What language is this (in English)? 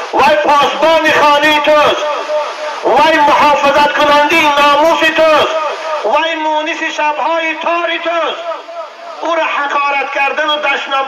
Tajik